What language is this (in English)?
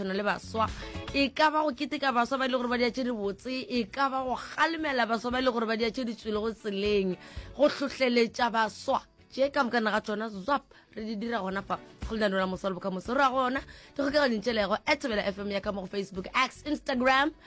Northern Sotho